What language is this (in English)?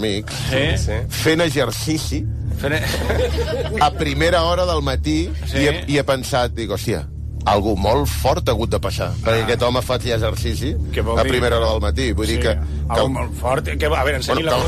Catalan